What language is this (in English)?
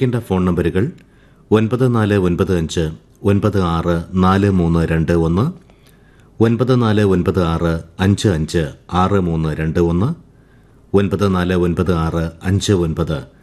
Malayalam